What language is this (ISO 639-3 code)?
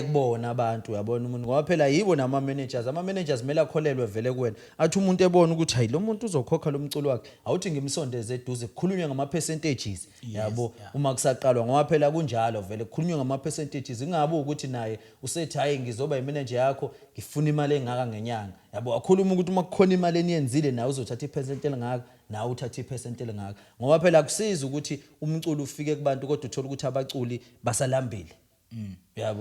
zul